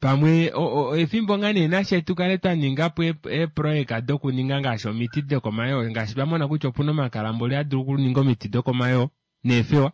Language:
Kuanyama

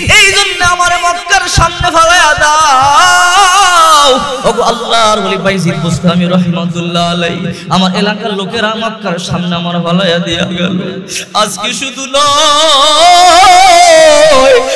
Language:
Bangla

